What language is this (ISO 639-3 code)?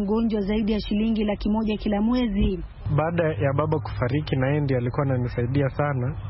swa